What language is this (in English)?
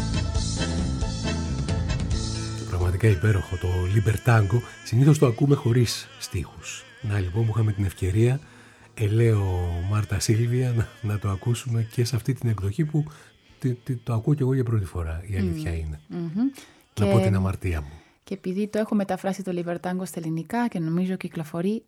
Greek